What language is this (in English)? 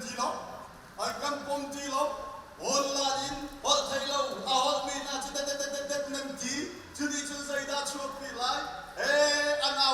Hakha Chin